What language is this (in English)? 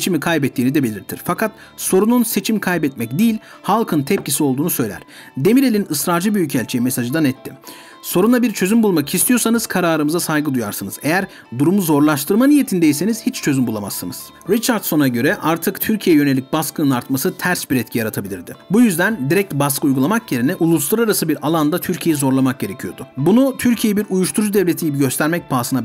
Turkish